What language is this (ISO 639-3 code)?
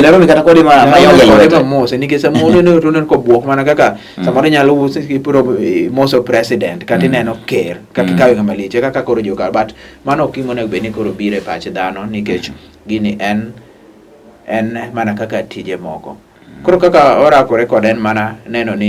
luo